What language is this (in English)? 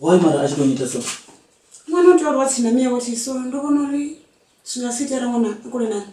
Venda